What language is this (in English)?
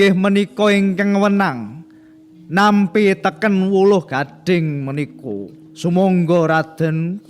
Javanese